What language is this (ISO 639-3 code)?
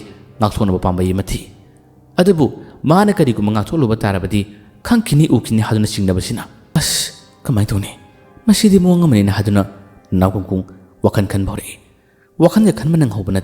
mni